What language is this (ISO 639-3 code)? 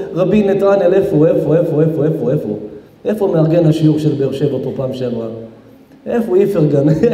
heb